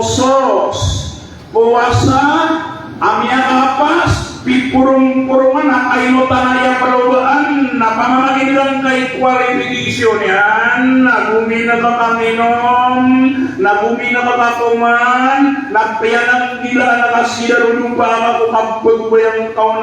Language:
Maranao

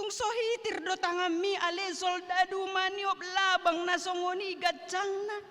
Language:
Batak Toba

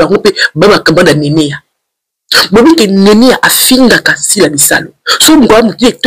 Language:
Lingala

